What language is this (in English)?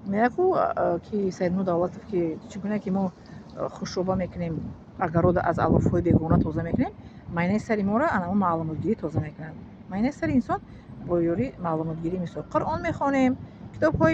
Tajik